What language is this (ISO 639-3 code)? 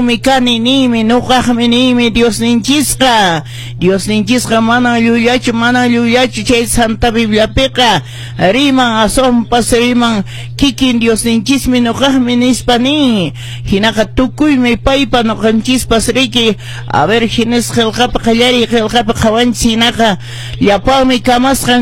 que